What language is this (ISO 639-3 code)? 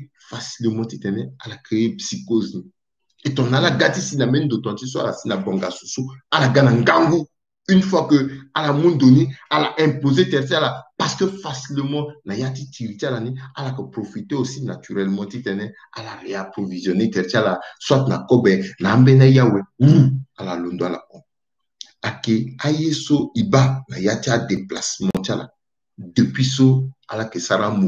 sag